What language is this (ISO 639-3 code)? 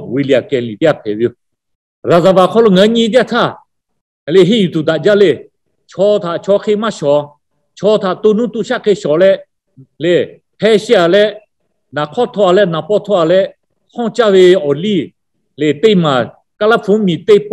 lhu